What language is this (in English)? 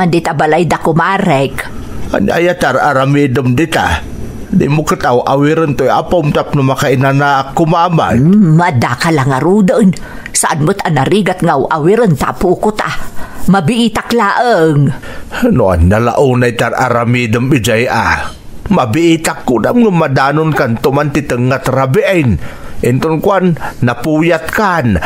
Iloko